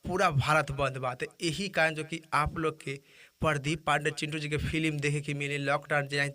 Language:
Bhojpuri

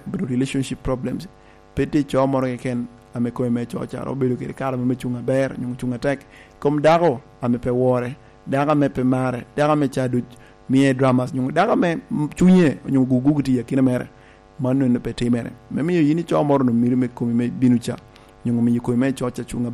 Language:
Lango (Uganda)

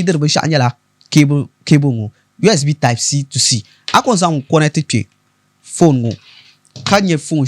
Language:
Dagbani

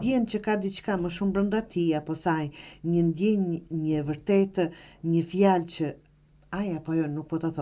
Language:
Albanian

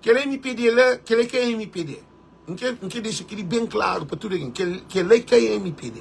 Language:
Kabuverdianu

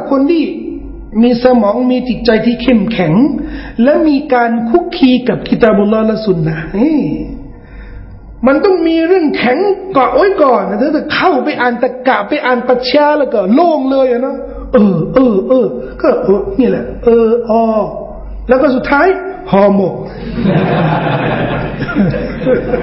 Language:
Thai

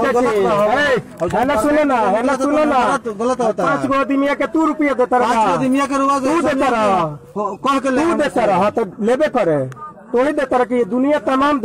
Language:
Bhojpuri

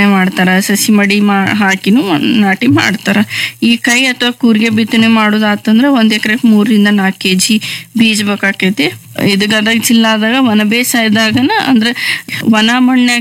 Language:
Kannada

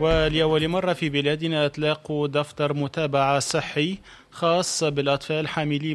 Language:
Tunisian Arabic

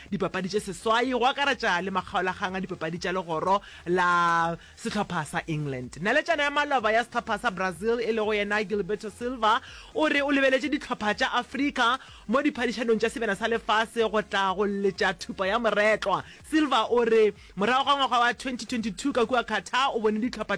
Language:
Northern Sotho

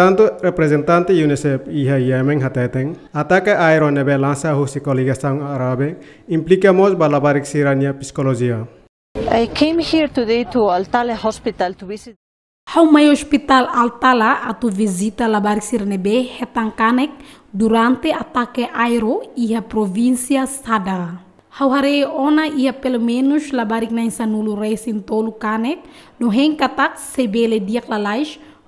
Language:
Tetum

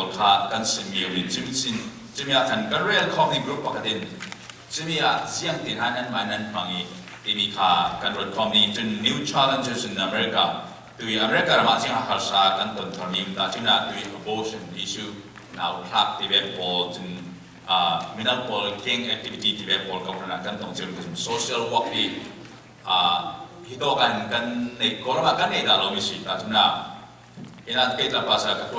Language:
Falam Chin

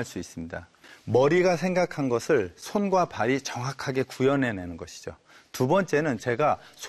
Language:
Korean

